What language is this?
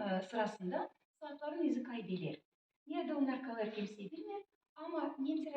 Gagauz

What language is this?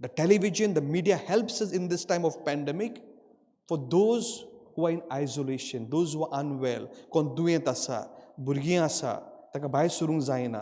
Konkani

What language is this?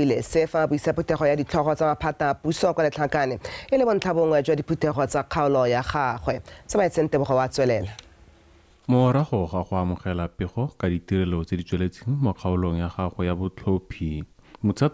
Tswana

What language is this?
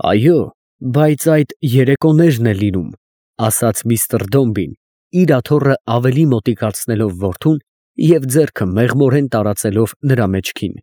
Armenian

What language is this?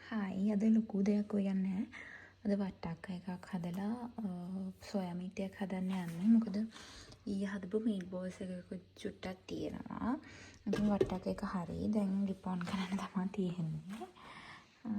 Sinhala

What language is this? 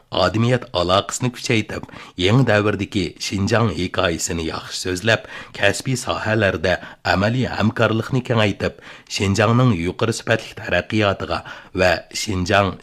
Uyghur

